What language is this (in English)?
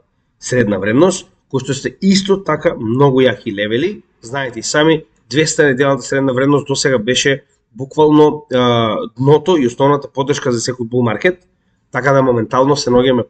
Macedonian